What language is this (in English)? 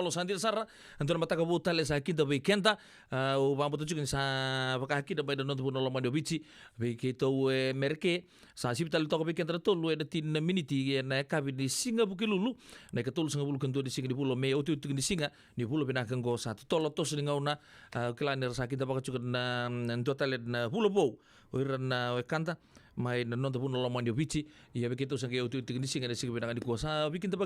Fijian